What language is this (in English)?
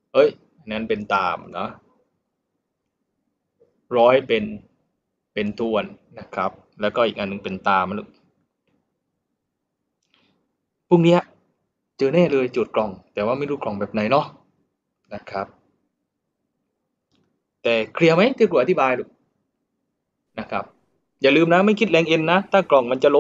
Thai